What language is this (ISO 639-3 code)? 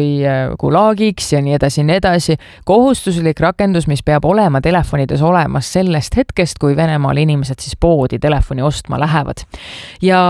est